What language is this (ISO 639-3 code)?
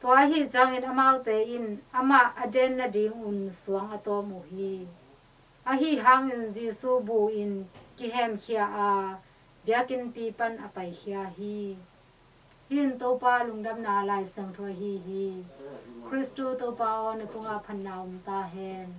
ctd